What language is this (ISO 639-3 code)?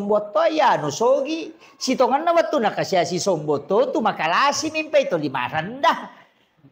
bug